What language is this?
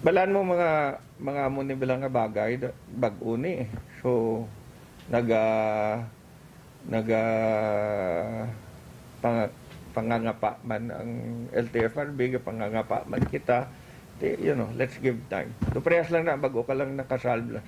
Hiligaynon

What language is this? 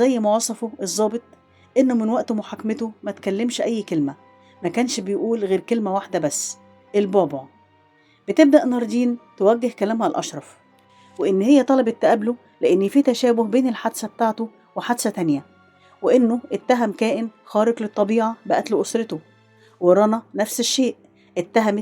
Egyptian Arabic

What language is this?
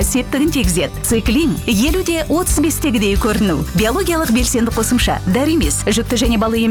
Kazakh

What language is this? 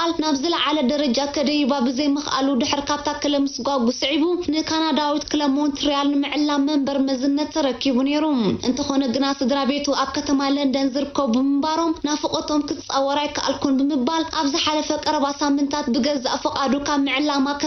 Tigrinya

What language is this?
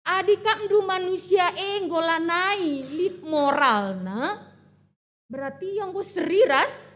Batak Karo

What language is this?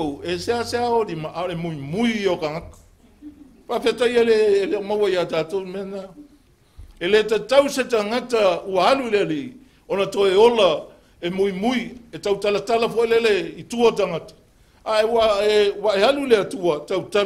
Samoan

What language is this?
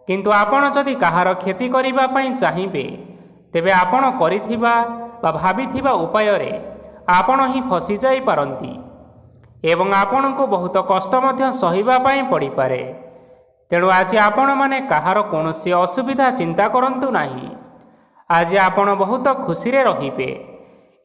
Odia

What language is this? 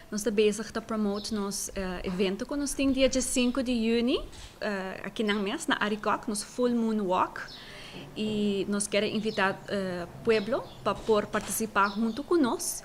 Papiamento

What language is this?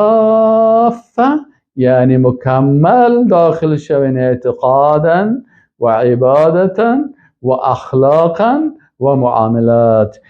Persian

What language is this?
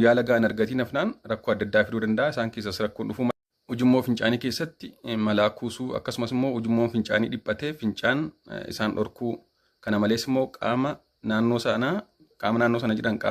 Oromo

